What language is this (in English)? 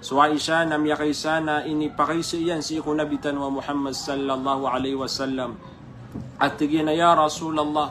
Maranao